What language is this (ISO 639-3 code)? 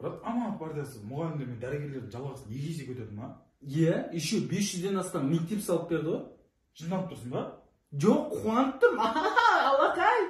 kaz